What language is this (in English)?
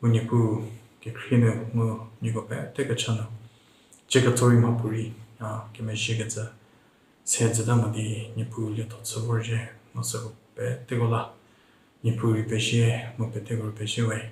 Angami Naga